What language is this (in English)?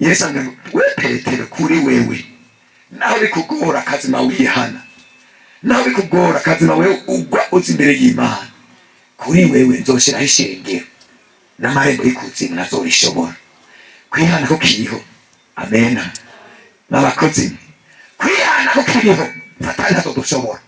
Rundi